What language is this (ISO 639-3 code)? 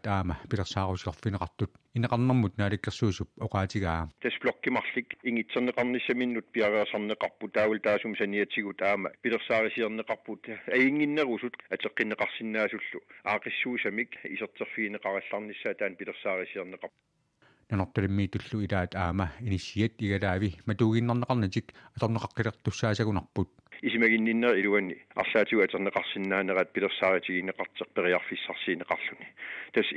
kal